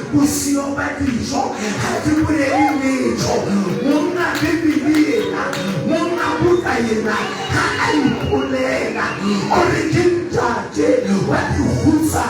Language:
Southern Sotho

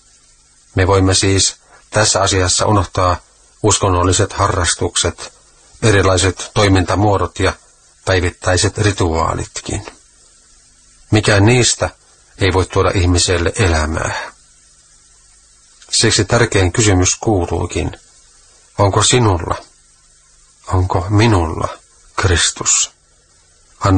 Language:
Finnish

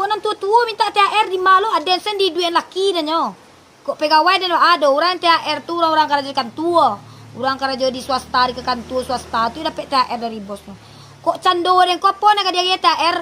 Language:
Minangkabau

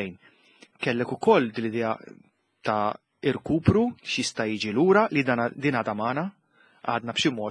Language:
Maltese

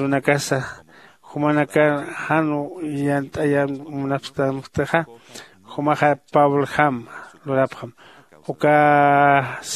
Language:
Aymara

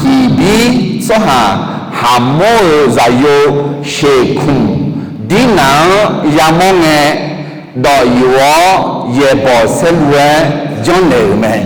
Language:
Akha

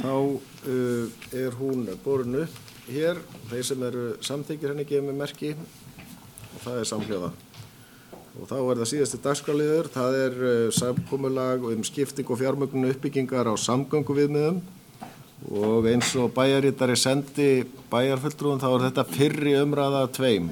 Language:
Icelandic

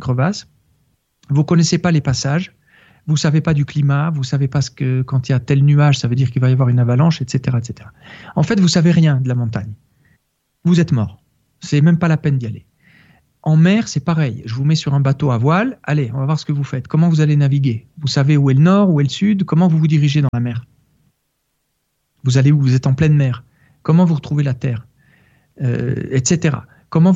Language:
French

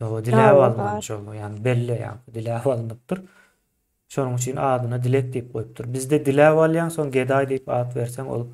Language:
Turkmen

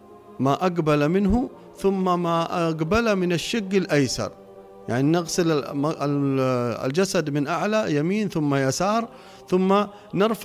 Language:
Arabic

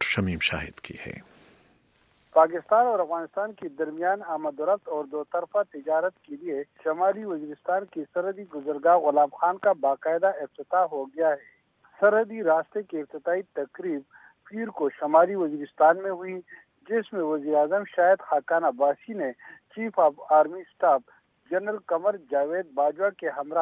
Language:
Urdu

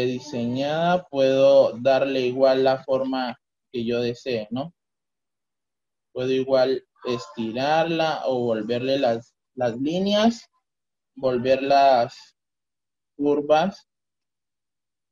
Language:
Spanish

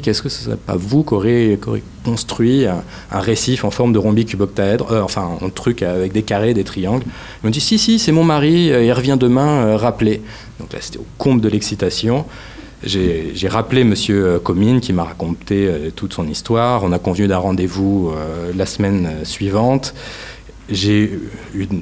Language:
French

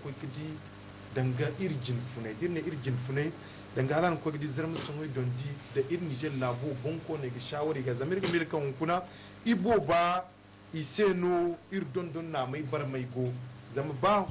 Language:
Zarma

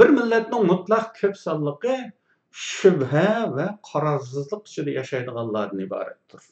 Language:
Uyghur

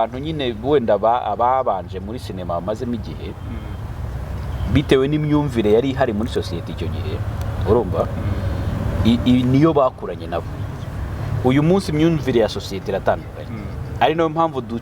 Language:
Kinyarwanda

